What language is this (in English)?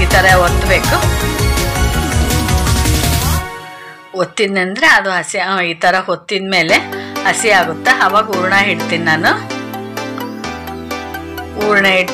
Kannada